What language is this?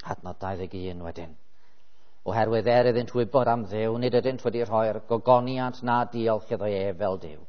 Welsh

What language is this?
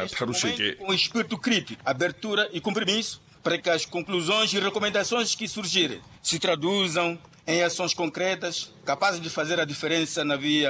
Makhuwa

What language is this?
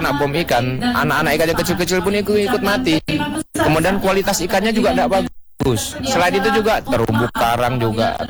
Indonesian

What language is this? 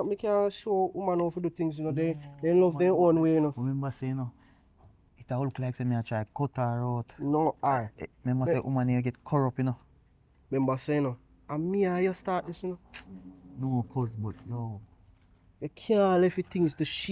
Jamaican Creole English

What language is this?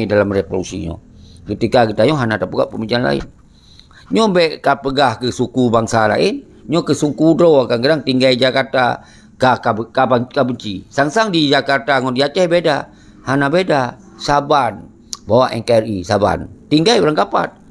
Achinese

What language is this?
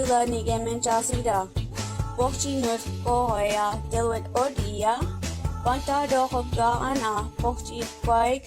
Mi'kmaw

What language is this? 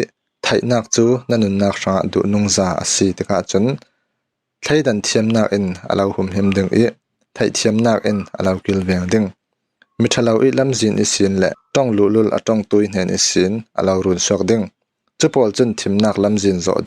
Falam Chin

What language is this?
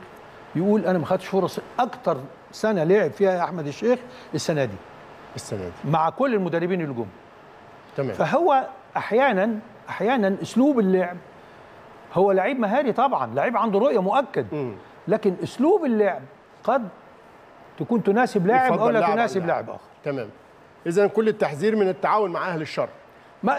Egyptian Arabic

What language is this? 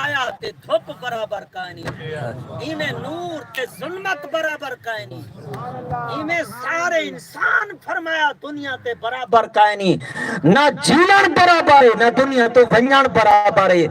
Saraiki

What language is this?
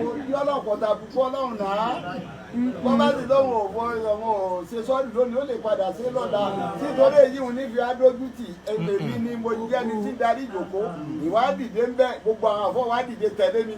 Yoruba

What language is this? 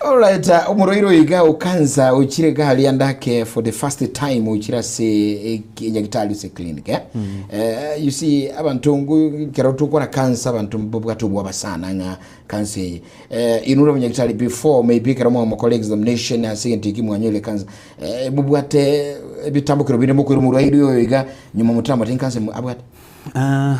Gusii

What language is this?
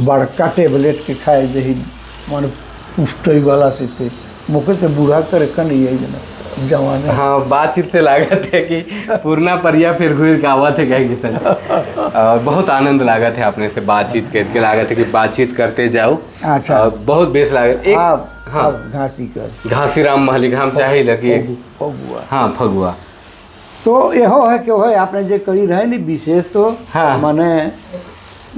Sadri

